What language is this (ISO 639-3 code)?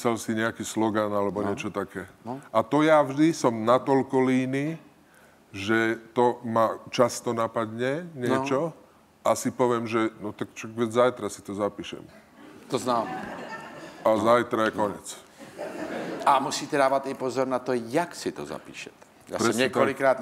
ces